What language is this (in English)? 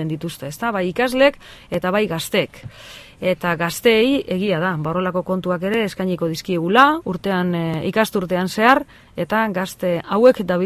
Basque